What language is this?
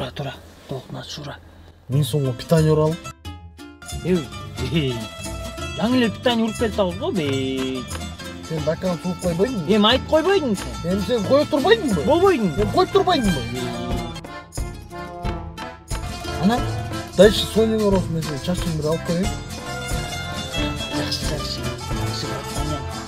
Kyrgyz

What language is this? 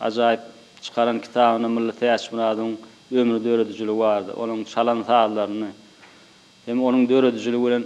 Turkmen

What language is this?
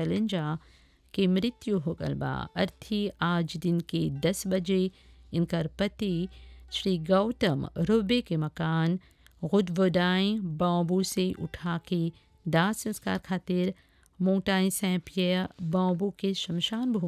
Bhojpuri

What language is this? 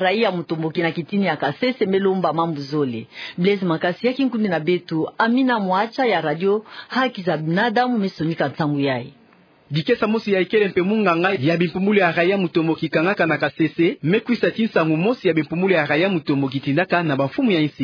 Kituba (Democratic Republic of Congo)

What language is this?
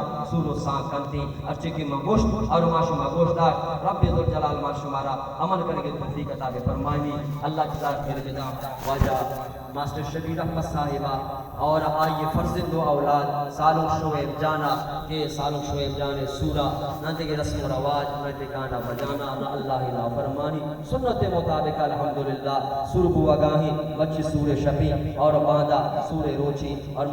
Baluchi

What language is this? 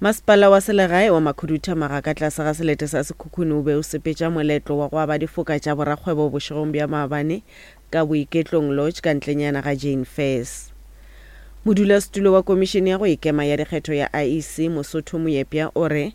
Northern Sotho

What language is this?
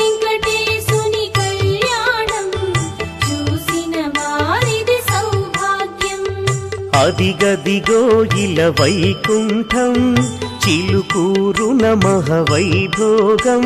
Telugu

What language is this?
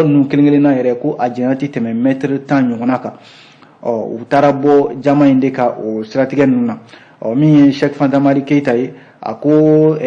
Bambara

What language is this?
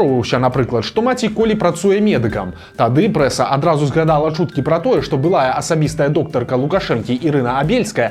Belarusian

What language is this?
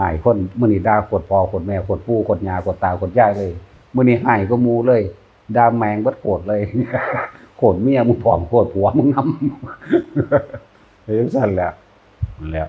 Northeastern Thai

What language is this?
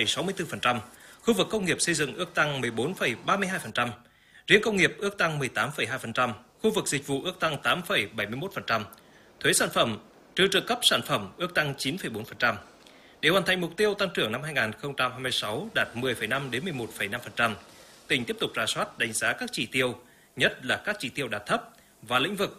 Vietnamese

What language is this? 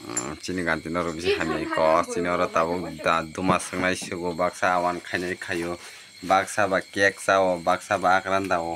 Kok Borok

